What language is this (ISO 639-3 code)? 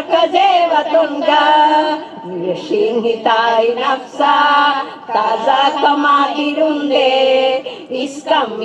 div